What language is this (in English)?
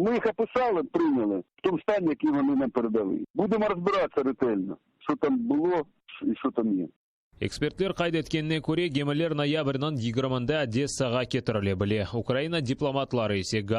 Crimean Tatar